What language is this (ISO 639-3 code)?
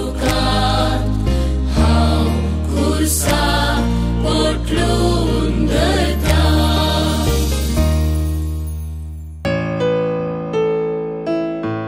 kok